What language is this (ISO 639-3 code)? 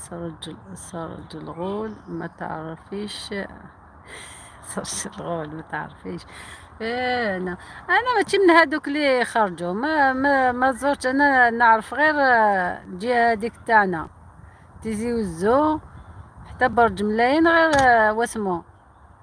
arq